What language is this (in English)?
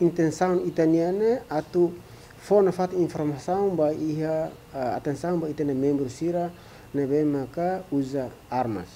Tetum